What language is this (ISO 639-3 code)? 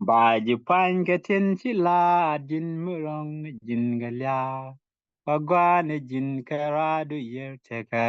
nus